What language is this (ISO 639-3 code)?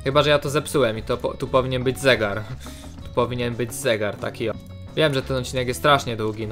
pol